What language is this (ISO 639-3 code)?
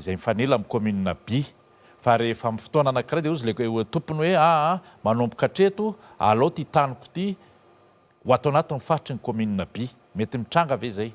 mlg